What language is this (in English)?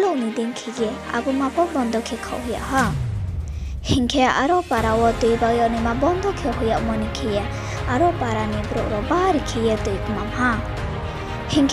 Riang (India)